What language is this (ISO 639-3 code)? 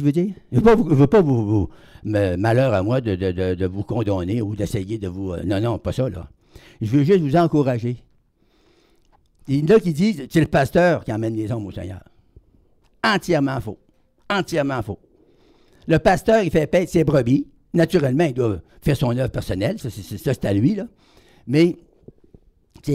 fra